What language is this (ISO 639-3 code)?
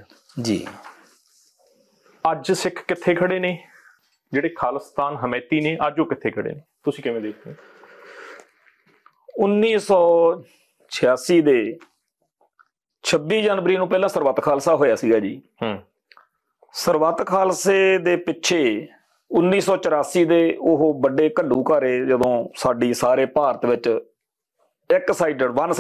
pan